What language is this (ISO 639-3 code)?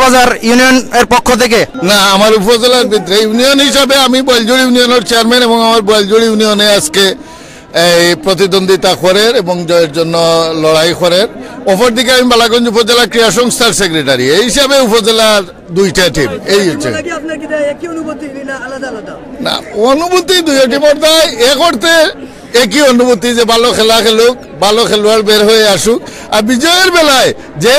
syl